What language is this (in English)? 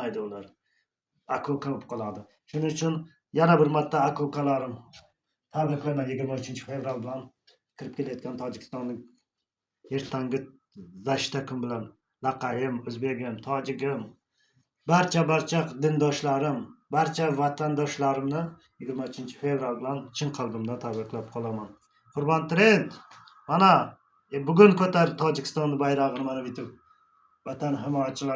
Uzbek